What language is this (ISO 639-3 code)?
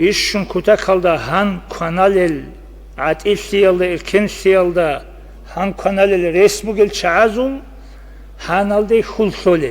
ava